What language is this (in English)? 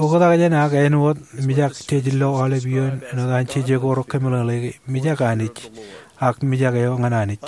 Marshallese